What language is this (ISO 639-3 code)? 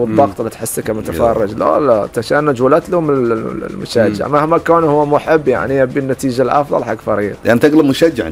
afb